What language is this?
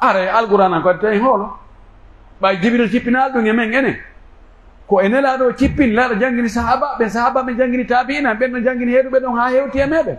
Pular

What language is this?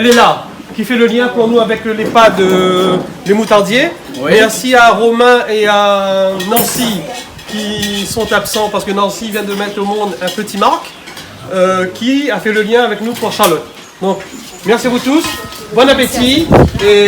Réunion Creole French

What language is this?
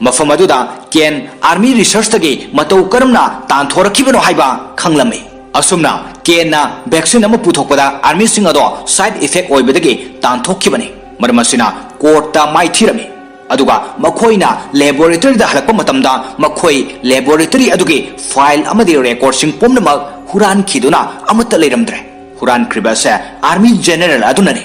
Manipuri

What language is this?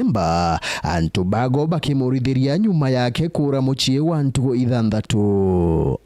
Meru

